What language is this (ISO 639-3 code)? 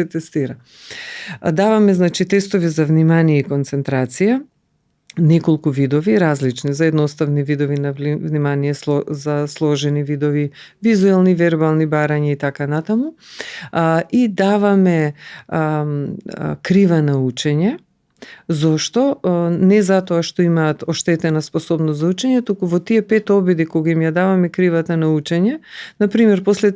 mkd